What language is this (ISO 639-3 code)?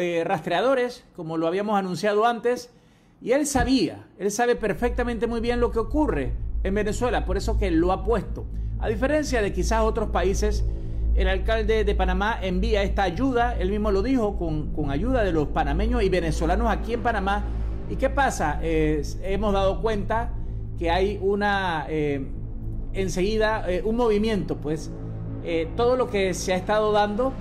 spa